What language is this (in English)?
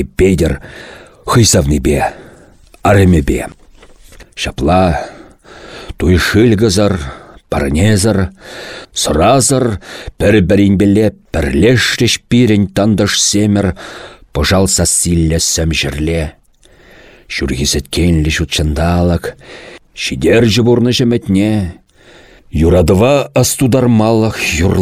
Chuvash